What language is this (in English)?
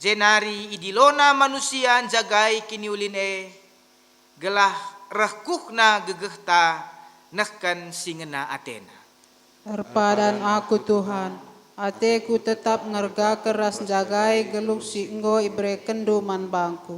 Batak Karo